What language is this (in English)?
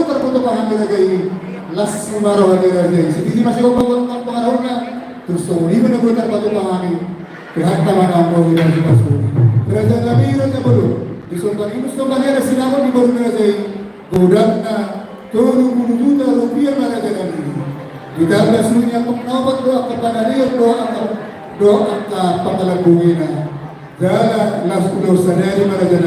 Batak Toba